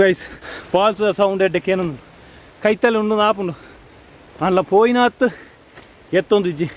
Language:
Tulu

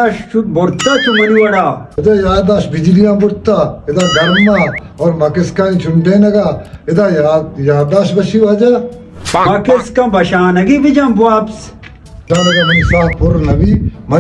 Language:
Baluchi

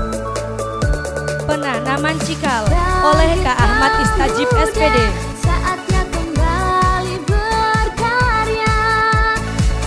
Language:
Indonesian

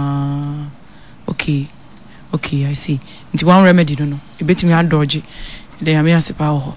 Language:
Akan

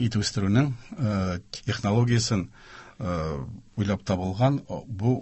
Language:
Tatar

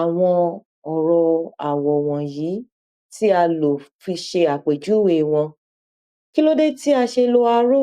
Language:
Yoruba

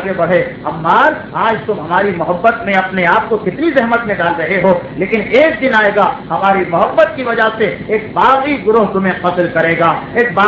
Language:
Urdu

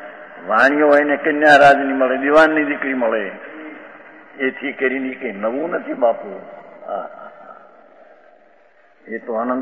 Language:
Gujarati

